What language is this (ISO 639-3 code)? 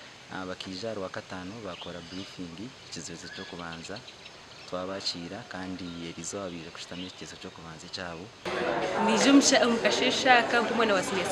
nyn